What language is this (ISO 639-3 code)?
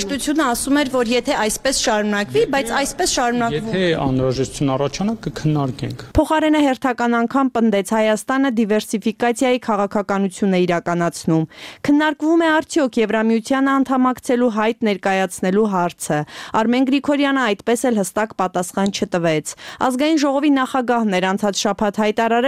hye